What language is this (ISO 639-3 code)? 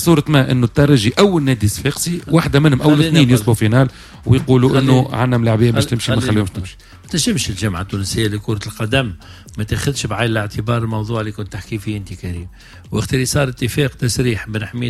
aeb